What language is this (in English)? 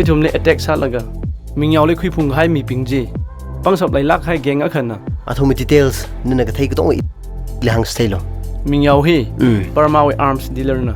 Tangkhul Naga (India)